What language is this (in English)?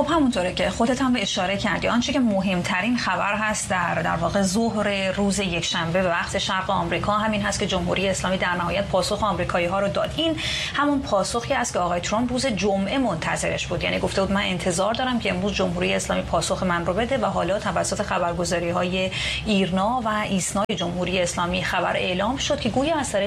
Persian